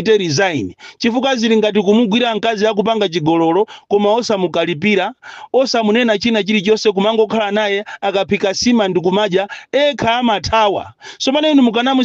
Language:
Nyanja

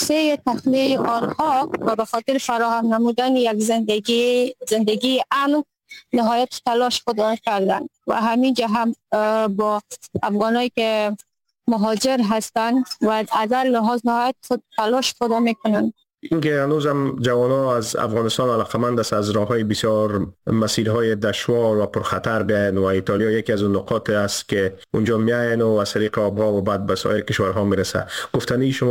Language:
Persian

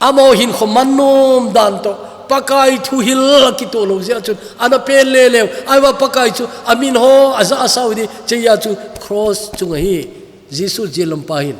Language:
Thado Chin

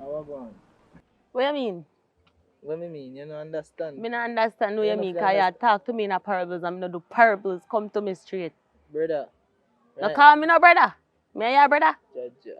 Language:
Jamaican Creole English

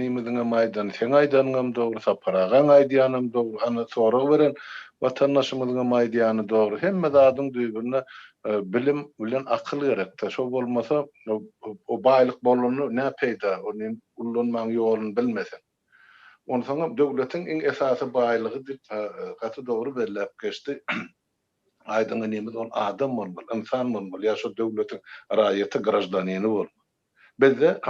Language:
Turkmen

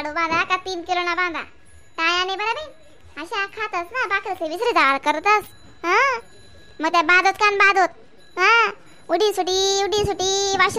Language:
Khandesi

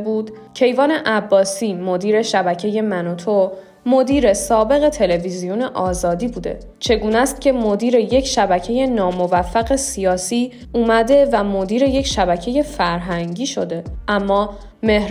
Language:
Persian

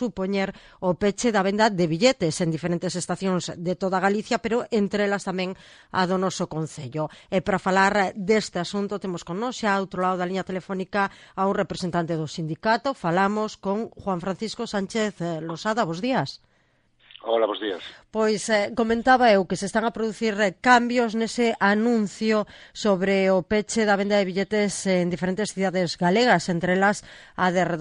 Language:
Galician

